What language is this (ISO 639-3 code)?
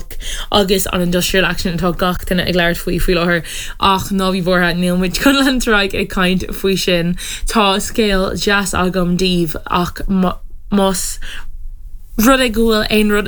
gle